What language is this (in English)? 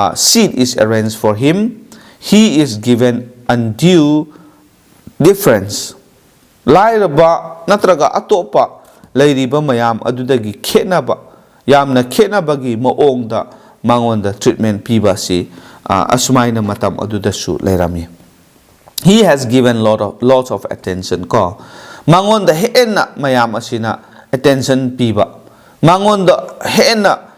Manipuri